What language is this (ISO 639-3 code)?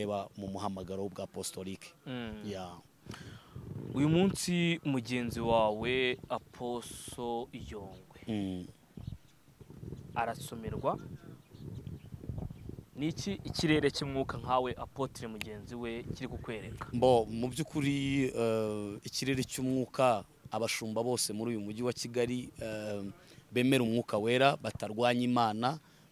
kin